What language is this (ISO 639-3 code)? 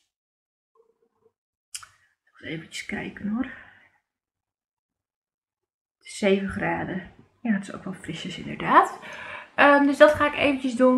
nld